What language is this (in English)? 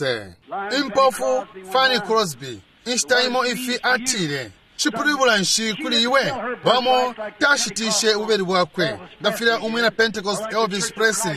Bemba